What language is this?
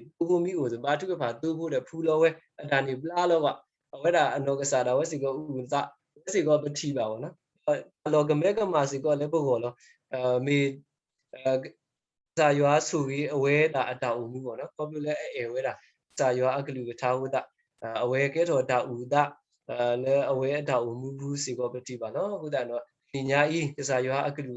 S'gaw Karen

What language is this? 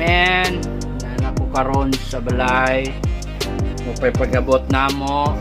Cebuano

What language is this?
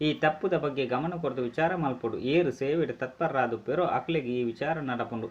Tulu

